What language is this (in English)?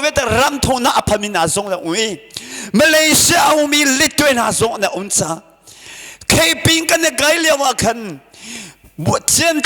Hakha Chin